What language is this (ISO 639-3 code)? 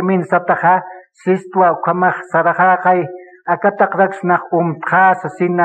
aym